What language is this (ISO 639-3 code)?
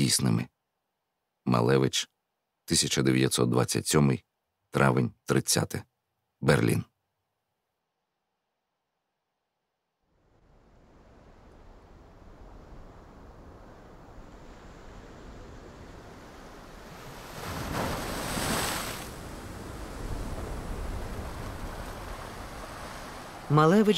ukr